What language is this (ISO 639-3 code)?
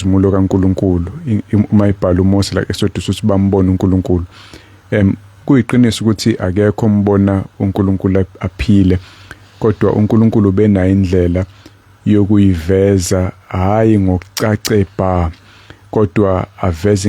zul